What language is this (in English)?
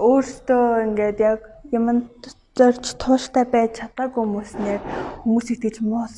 Mongolian